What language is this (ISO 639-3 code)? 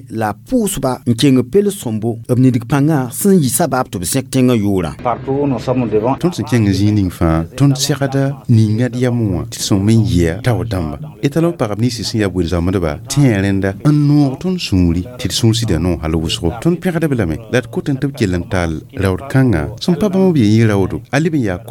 mos